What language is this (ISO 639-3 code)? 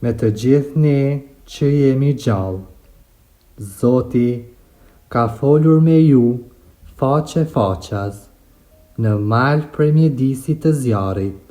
sqi